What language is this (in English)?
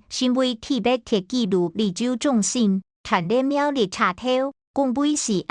Hakka Chinese